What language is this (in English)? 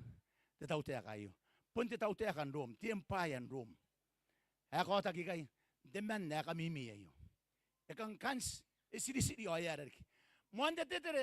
Gilbertese